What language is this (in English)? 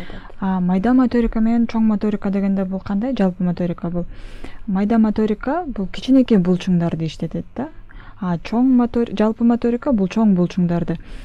Kyrgyz